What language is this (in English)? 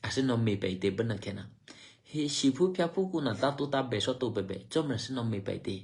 Eastern Kayah